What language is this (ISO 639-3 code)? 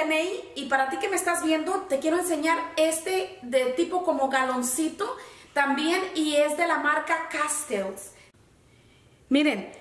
spa